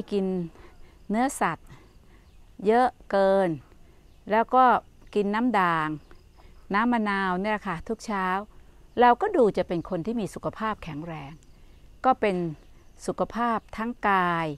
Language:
Thai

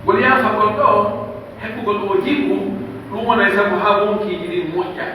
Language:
Pular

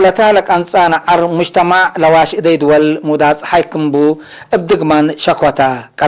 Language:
Tigre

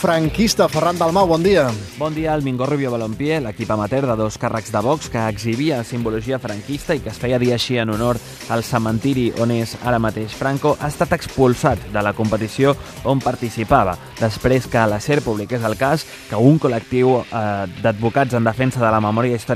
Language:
Catalan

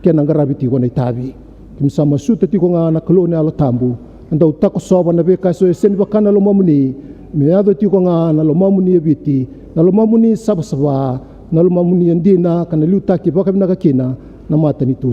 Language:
Fijian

